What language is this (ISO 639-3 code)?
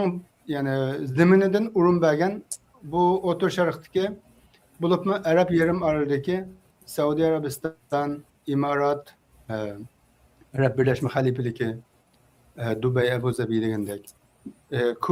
uig